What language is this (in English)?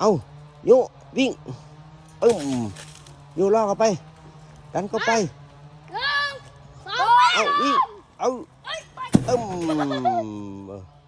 Lao